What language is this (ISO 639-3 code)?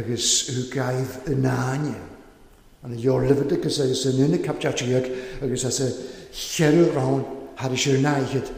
cym